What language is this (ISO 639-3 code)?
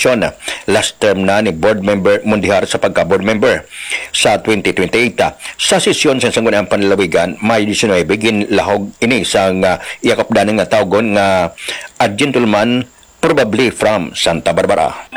hil